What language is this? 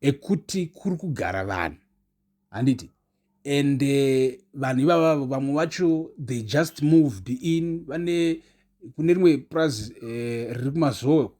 Shona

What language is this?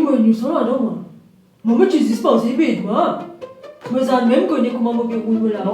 Morisyen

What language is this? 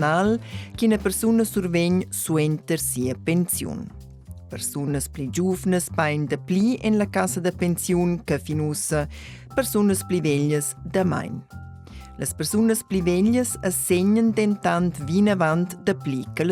Romansh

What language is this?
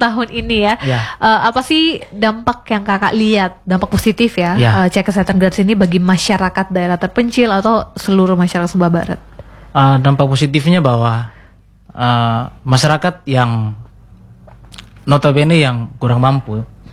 Indonesian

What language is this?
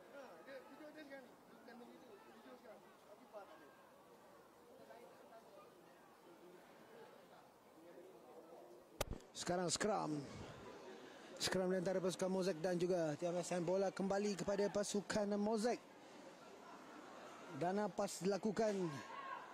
Malay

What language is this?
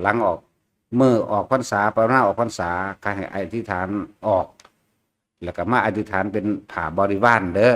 Northeastern Thai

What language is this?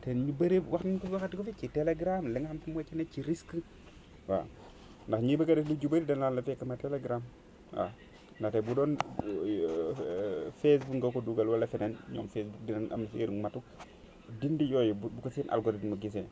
Wolof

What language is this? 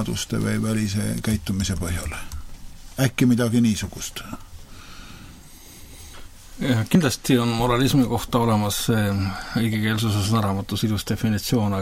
Estonian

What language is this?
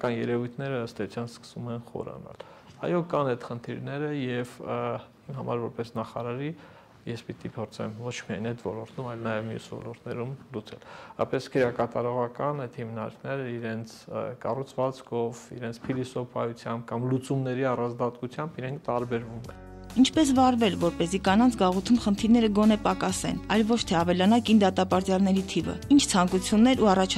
Armenian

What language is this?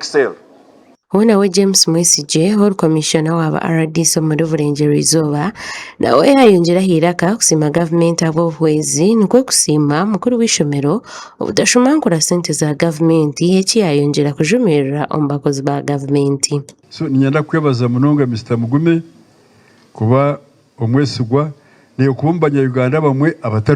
Nyankole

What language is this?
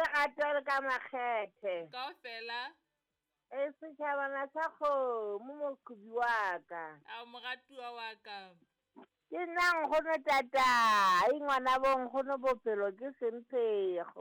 Southern Sotho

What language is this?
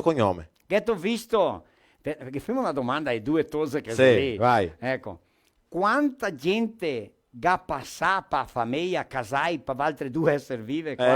Venetian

